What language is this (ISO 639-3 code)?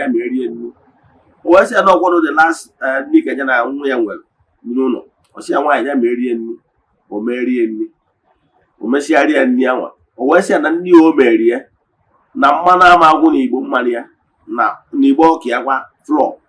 ibo